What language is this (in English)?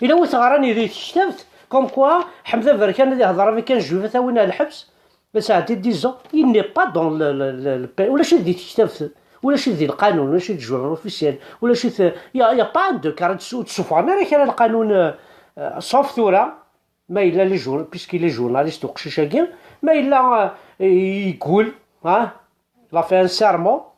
Kabyle